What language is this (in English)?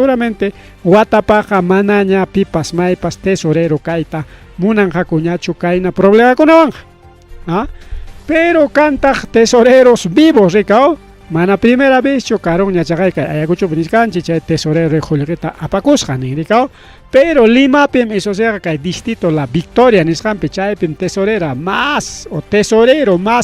Ayacucho Quechua